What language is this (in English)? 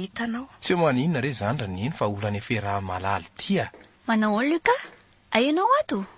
Malagasy